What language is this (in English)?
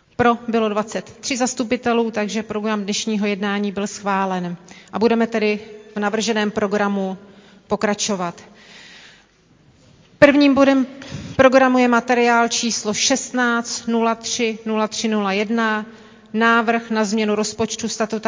Czech